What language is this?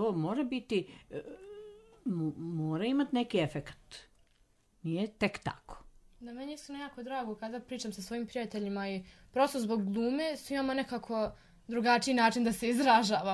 Serbian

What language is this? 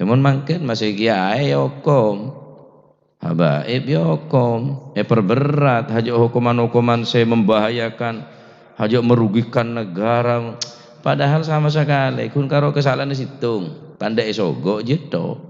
Madurese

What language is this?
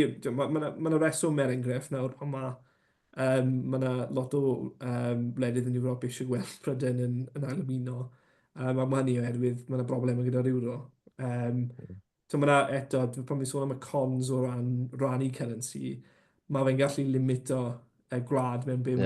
Welsh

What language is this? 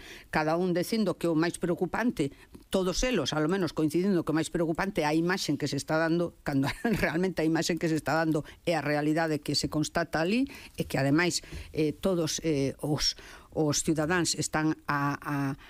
Galician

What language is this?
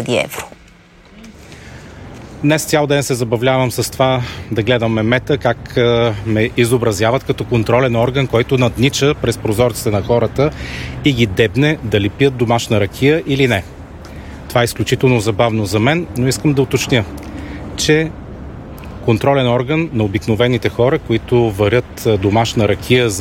Bulgarian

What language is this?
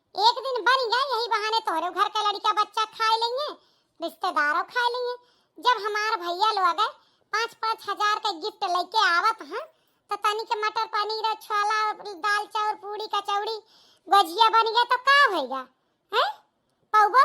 Awadhi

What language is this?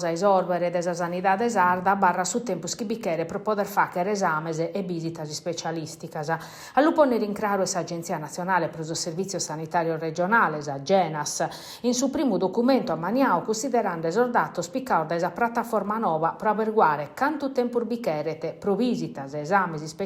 Sardinian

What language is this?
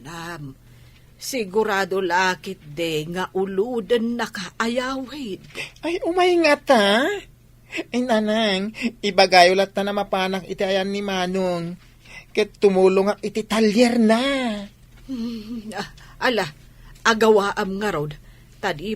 Iloko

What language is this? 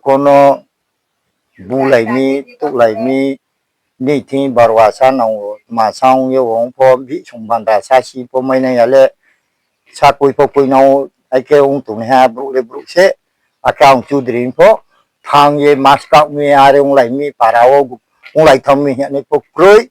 Riang (India)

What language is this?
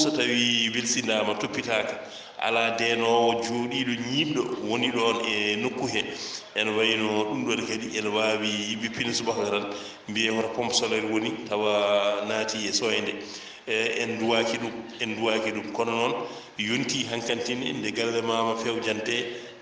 Fula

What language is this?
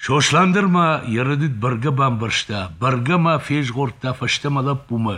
Ossetic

